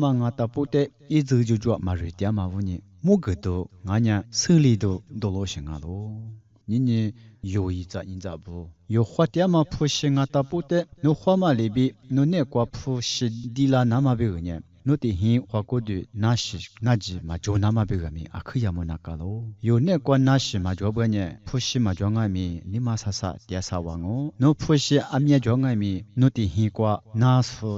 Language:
Lisu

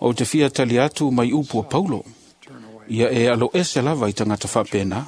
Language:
Samoan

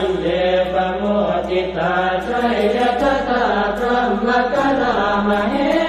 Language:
Pali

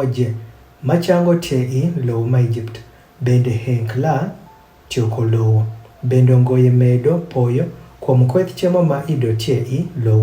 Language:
Adhola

